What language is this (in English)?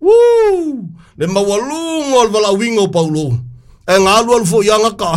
Samoan